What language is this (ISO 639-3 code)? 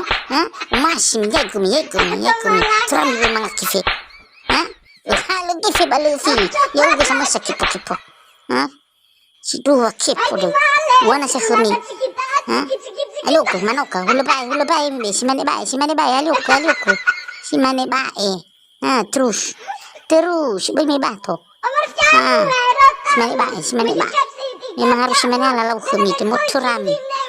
nia